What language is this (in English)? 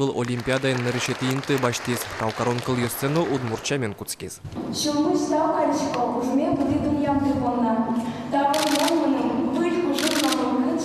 Udmurt